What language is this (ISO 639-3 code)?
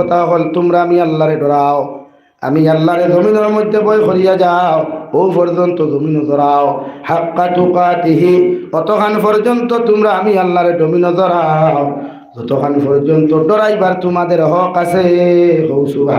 syl